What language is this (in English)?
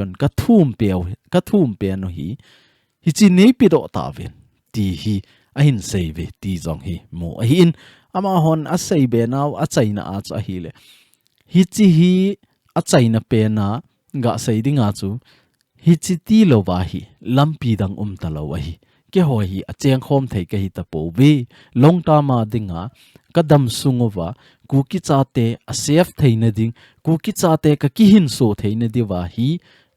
Thado Chin